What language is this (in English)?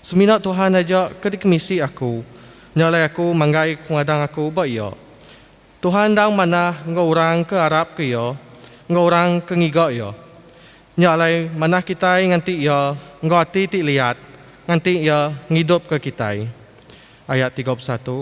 Iban